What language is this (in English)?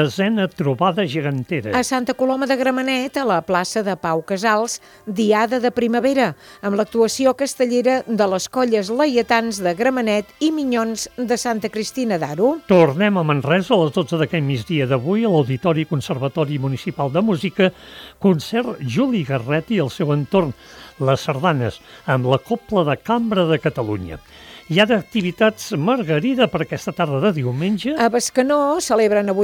Catalan